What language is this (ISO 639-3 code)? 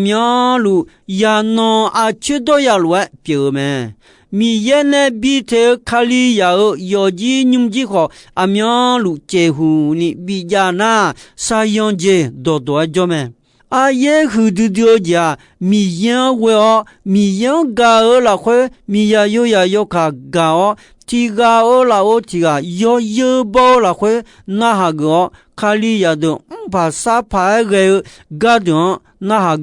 ahk